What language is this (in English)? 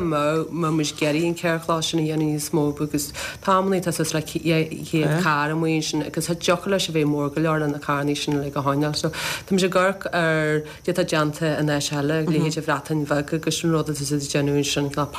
Irish